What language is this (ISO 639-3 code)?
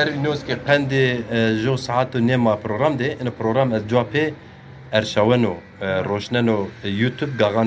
zza